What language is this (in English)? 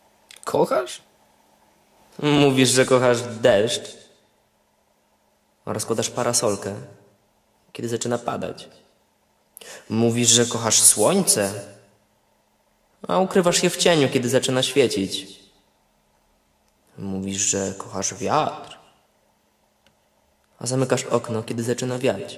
Polish